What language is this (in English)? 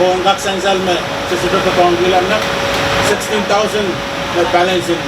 Pohnpeian